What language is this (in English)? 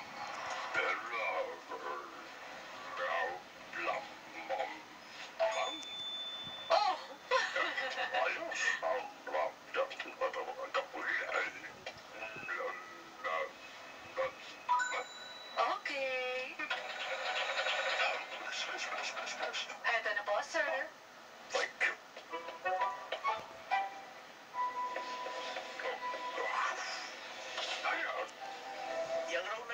Filipino